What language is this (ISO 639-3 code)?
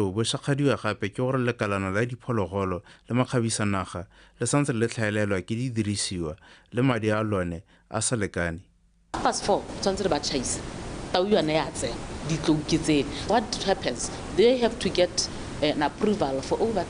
tsn